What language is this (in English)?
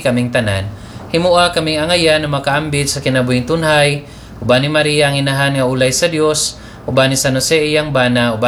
Cebuano